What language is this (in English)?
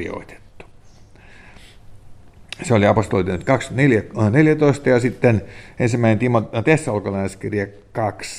Finnish